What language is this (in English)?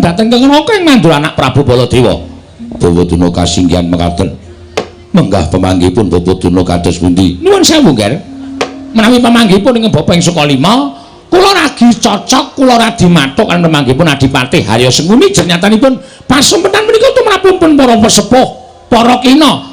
Javanese